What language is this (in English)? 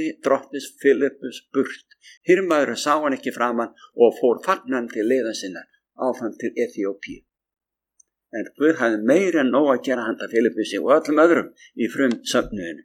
Icelandic